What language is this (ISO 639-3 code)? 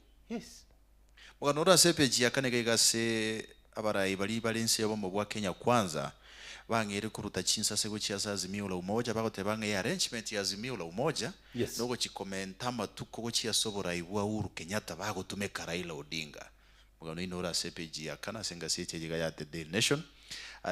guz